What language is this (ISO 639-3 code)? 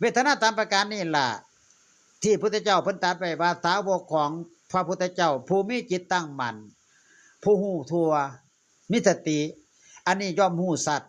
tts